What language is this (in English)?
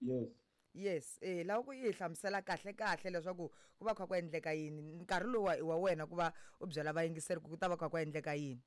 Tsonga